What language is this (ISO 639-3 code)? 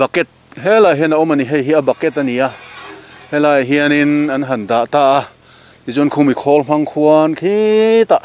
lus